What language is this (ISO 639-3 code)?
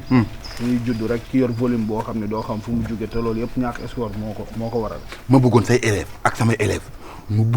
wol